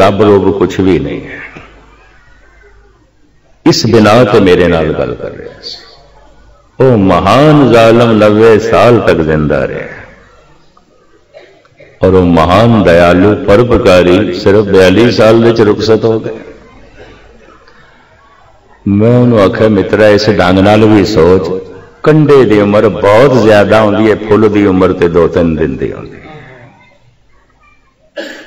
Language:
Punjabi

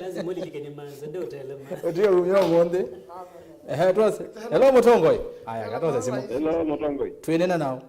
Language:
Kamba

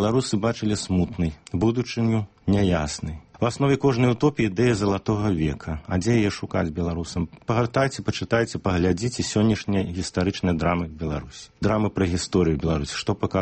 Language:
Belarusian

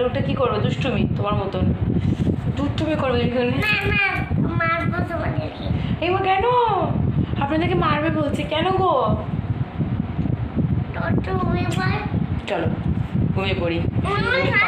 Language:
Bangla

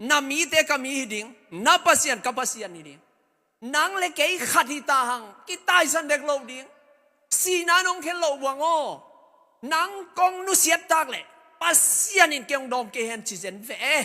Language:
Tedim Chin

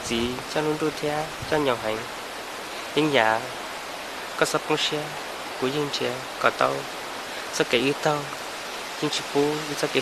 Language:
Hmong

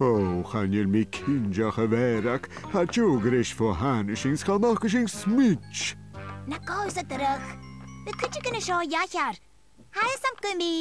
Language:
Scottish Gaelic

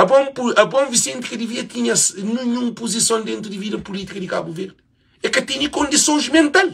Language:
Kabuverdianu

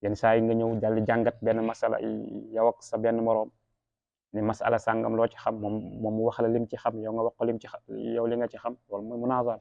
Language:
Wolof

